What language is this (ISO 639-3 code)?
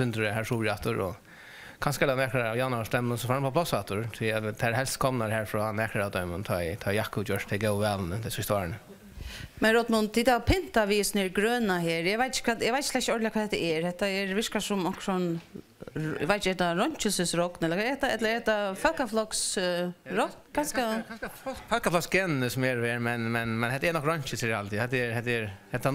fao